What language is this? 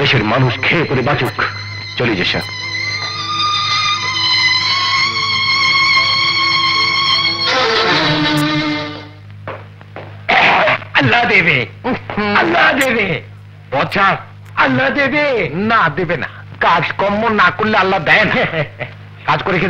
Bangla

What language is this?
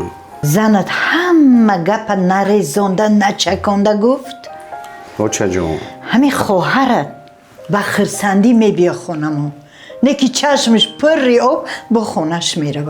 Tajik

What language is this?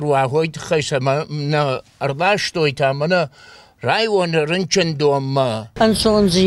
Ossetic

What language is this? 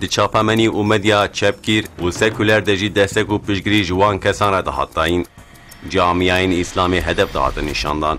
Kurdish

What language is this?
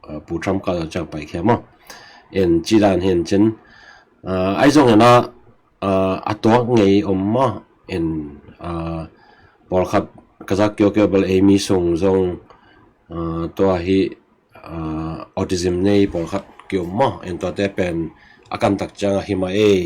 Tedim Chin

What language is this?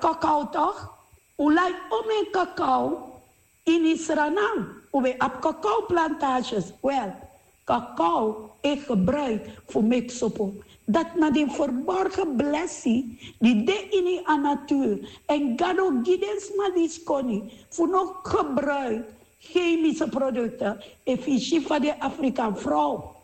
Sranan Tongo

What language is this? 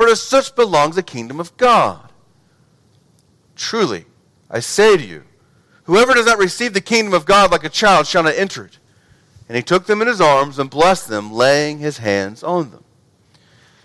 English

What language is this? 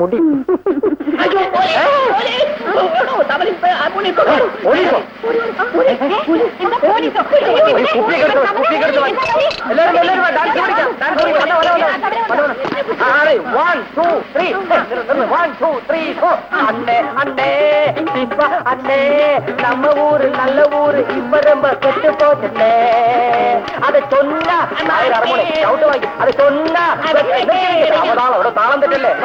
Malayalam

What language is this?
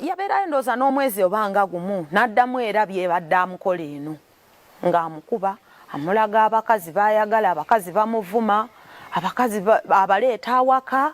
Ganda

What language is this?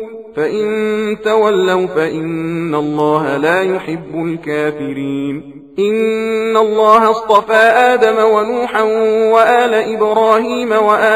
Arabic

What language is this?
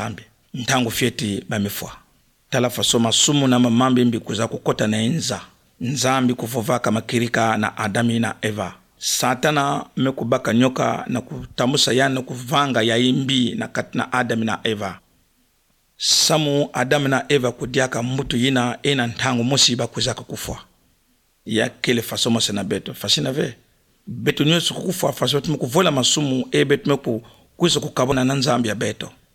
Kituba (Democratic Republic of Congo)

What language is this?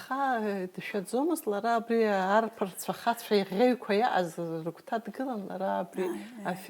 Abkhazian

